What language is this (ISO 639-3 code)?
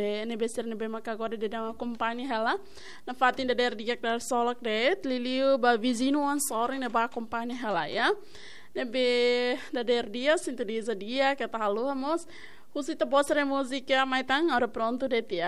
tet